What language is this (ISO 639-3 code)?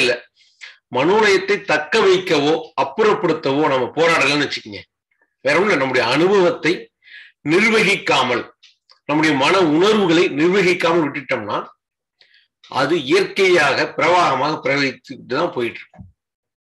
tam